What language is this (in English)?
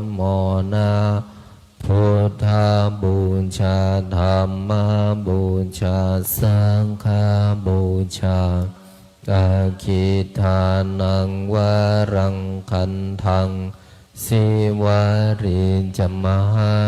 Pali